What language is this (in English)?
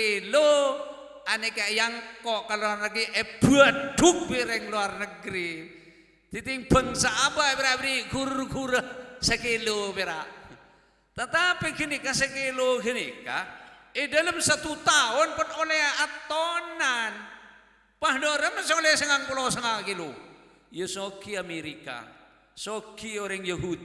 Madurese